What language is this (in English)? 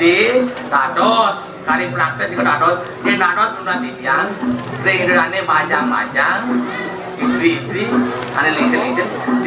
Balinese